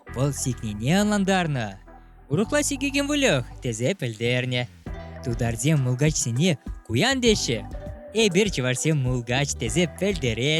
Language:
Chuvash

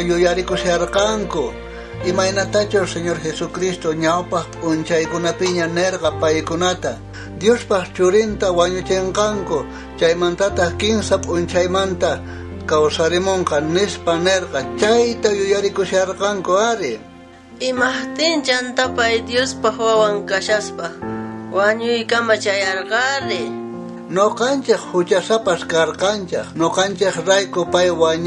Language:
South Bolivian Quechua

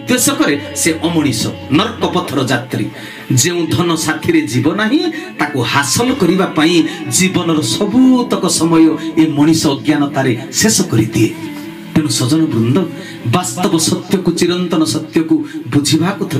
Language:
Odia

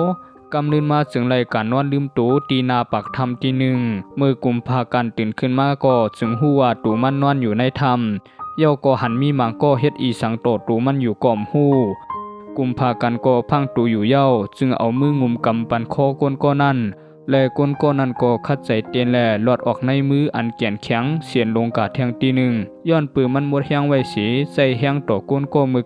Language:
Shan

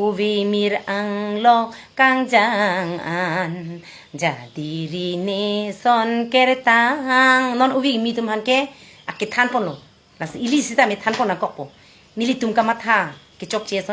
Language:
Karbi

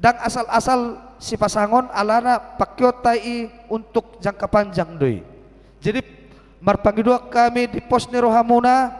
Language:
Batak Toba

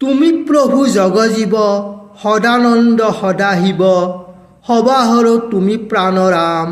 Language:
Assamese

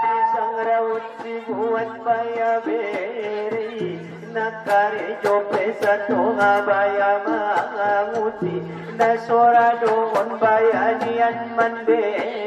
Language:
Batak Angkola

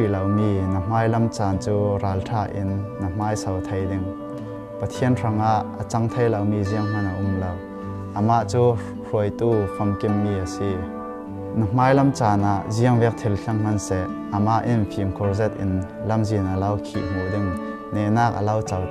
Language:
Falam Chin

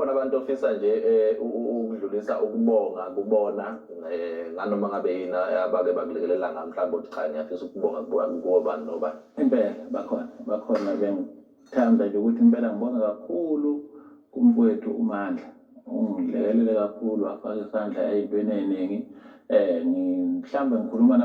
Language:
Zulu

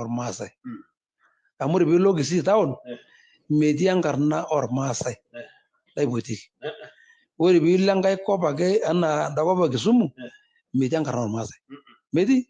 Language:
Masai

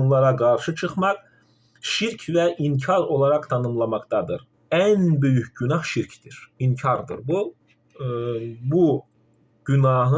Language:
Azerbaijani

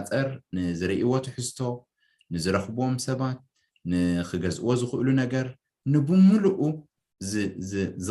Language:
Tigrinya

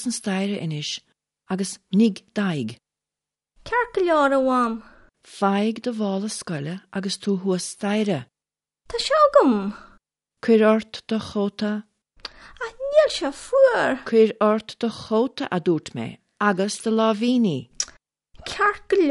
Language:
Irish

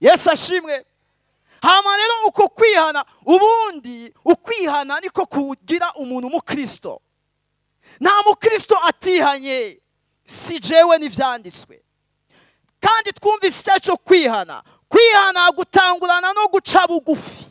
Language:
Rundi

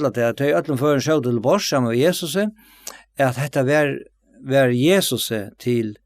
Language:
Faroese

